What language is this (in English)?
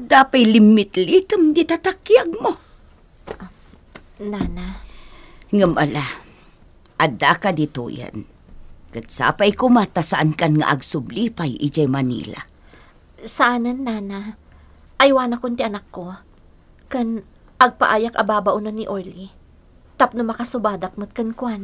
Iloko